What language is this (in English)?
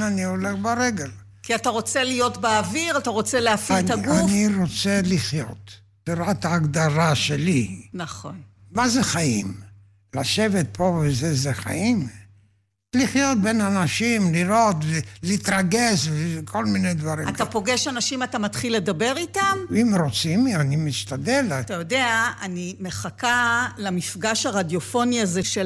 Hebrew